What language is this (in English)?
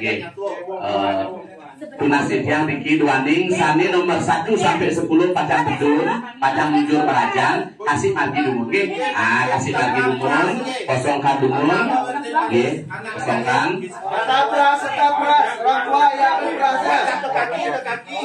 Balinese